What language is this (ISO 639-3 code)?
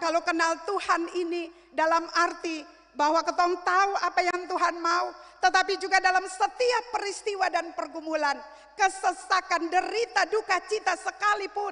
abs